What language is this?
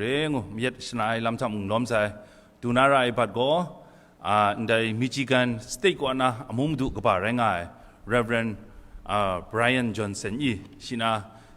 Kachin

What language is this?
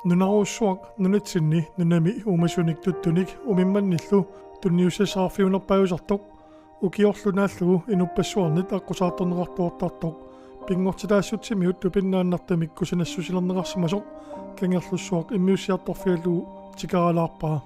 Kalaallisut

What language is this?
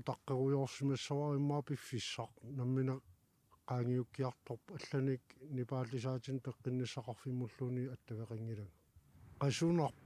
Kalaallisut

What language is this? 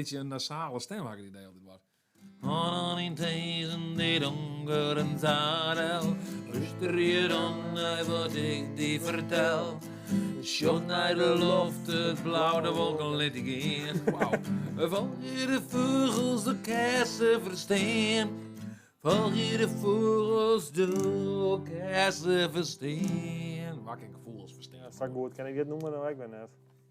Western Frisian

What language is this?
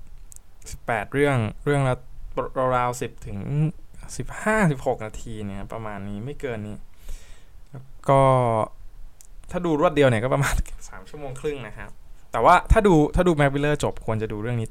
Thai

